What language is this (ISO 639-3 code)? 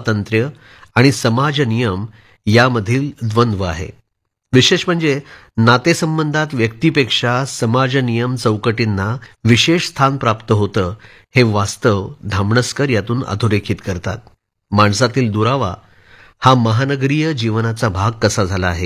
mar